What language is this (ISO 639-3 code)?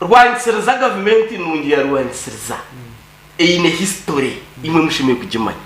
nyn